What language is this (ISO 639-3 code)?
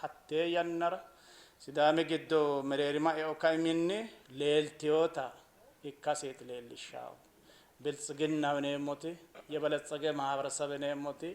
sid